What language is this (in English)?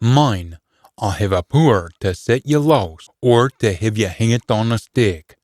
Scots